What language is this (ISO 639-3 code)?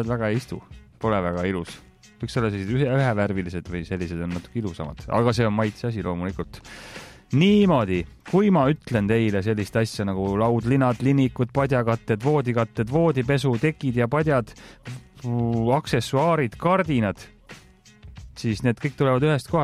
est